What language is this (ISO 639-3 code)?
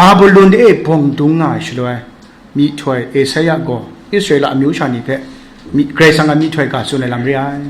kac